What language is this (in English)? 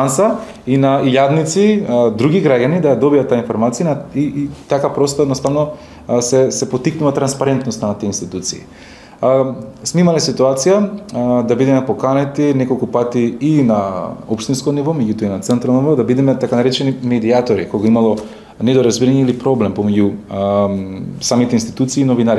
Macedonian